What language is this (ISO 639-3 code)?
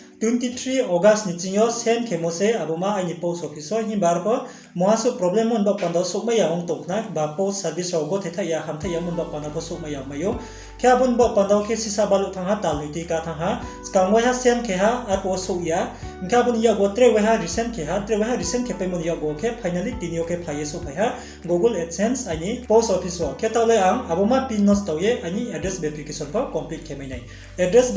ria